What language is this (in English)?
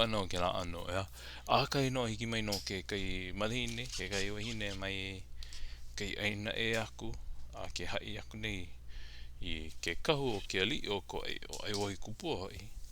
Hawaiian